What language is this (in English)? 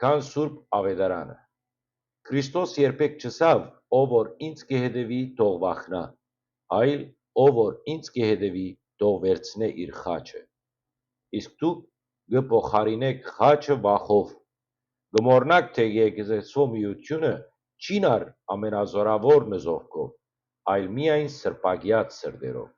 Western Armenian